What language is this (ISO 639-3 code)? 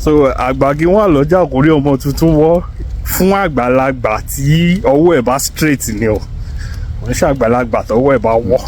yor